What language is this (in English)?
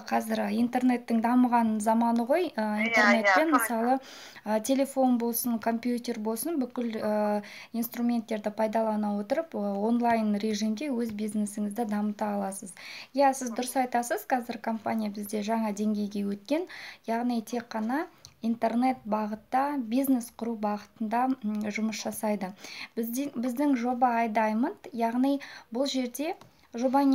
Kazakh